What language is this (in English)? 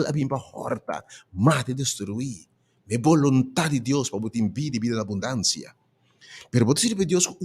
Papiamento